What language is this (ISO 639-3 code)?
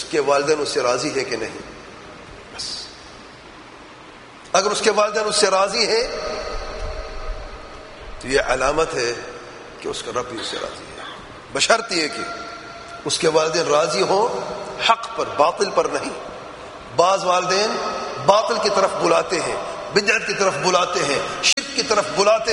urd